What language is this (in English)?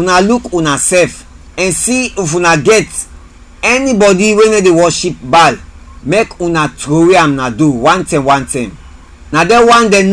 Krio